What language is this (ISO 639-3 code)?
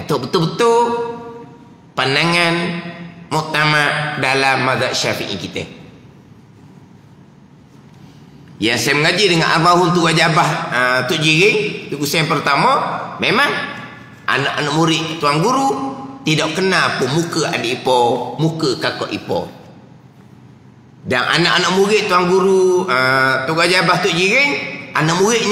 msa